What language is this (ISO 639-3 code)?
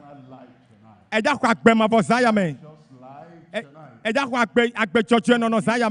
ewe